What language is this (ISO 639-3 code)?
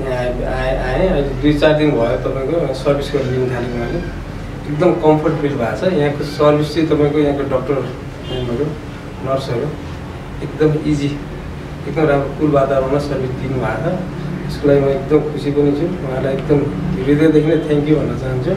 nep